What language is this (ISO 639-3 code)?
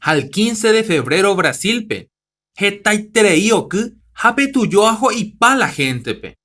grn